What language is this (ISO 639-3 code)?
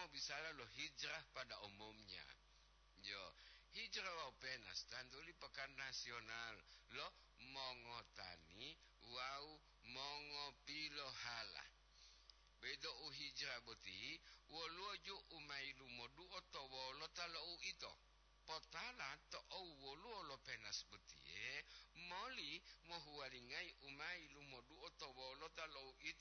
gor